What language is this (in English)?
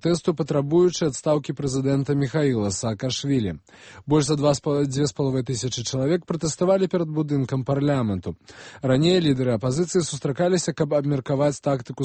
Belarusian